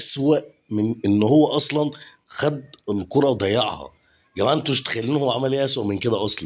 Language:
Egyptian Arabic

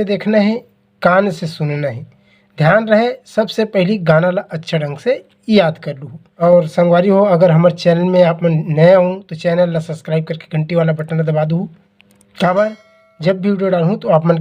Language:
Chhattisgarhi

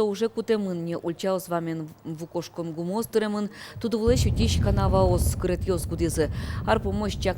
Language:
Udmurt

